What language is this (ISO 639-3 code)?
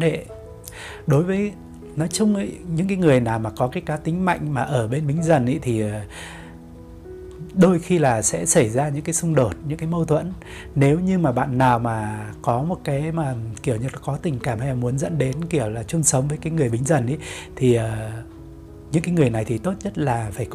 vie